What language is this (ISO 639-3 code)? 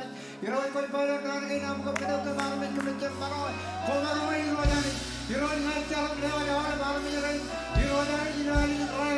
mah